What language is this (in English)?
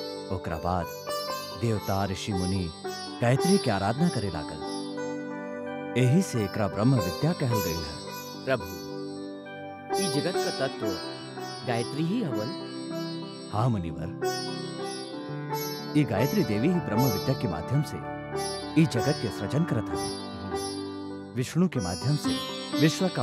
Bhojpuri